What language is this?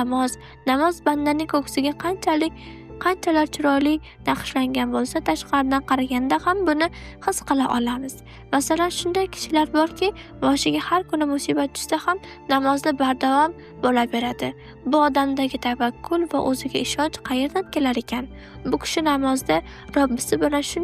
Uzbek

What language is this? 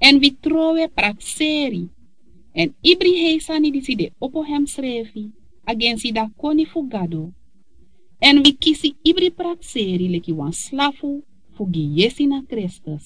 Sranan Tongo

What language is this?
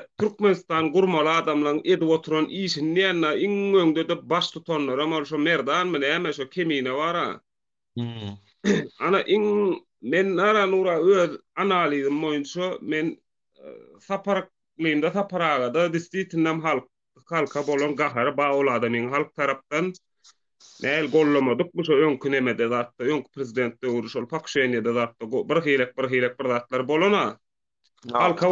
Turkmen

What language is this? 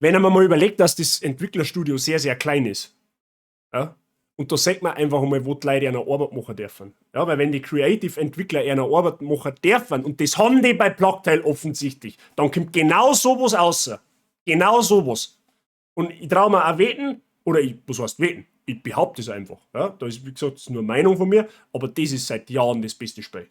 Bavarian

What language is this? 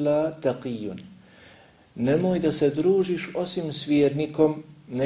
Bosnian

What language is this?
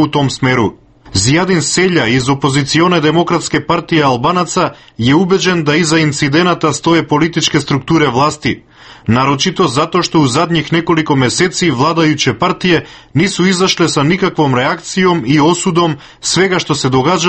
Serbian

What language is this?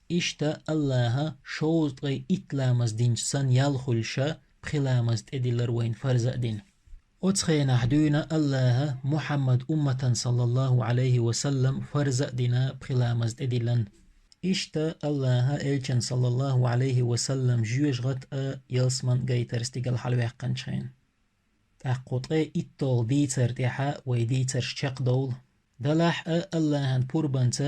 Chechen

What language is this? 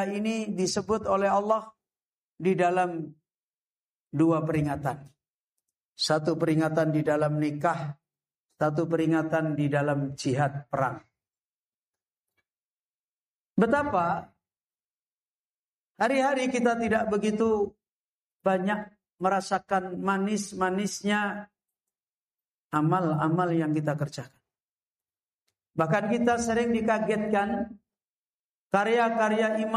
Indonesian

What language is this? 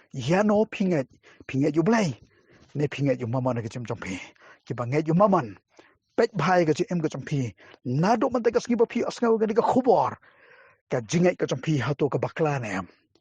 Khasi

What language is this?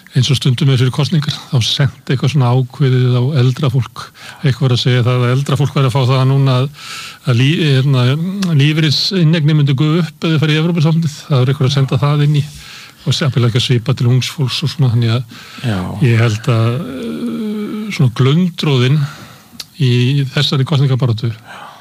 Icelandic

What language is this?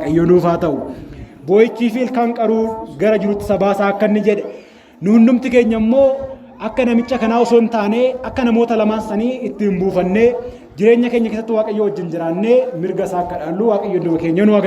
Oromo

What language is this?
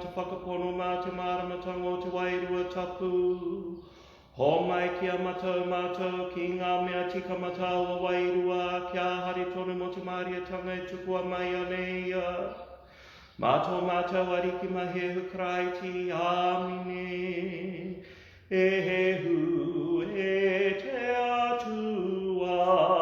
Māori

